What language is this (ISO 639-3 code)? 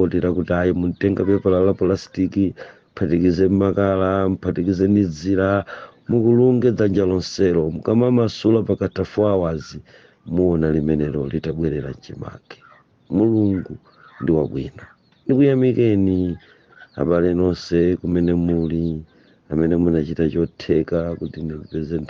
nya